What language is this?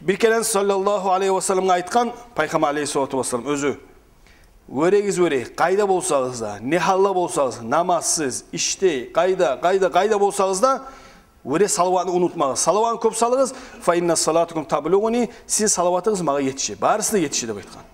Kumyk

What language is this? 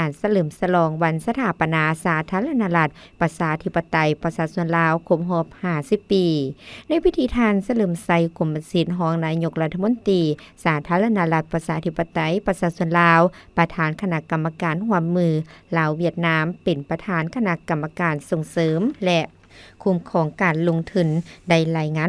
Lao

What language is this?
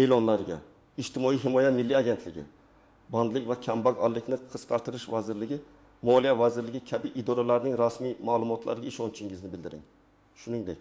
Uzbek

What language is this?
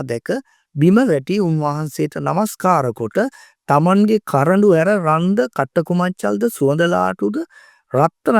Sinhala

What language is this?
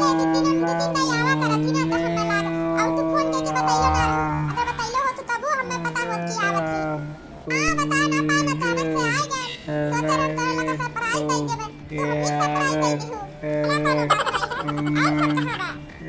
Awadhi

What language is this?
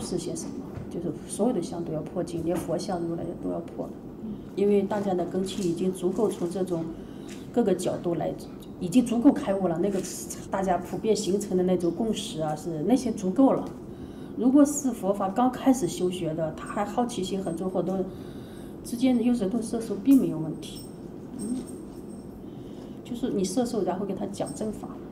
Chinese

